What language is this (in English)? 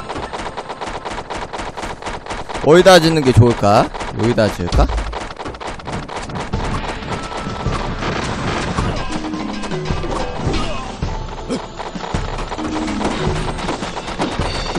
Korean